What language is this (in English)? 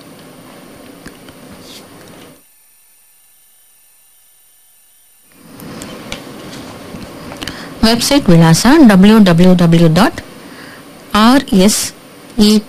Kannada